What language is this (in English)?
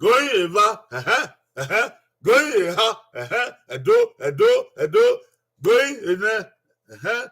Bini